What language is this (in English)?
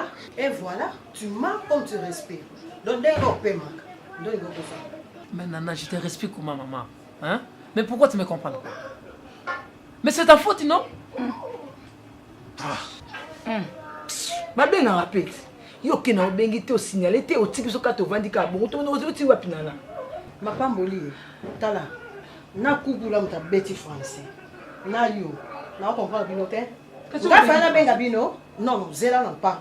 Lingala